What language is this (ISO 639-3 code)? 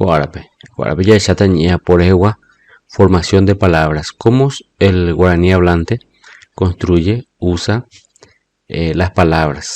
grn